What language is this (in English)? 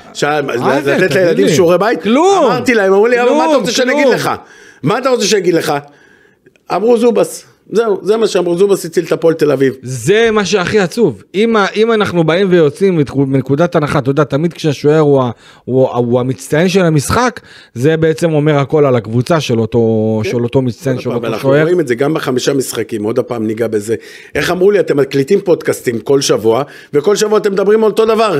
Hebrew